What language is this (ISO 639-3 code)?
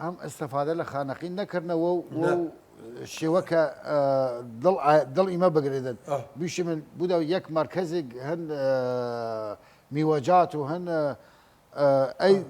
sdh